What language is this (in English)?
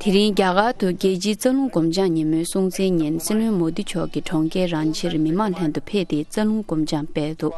Tibetan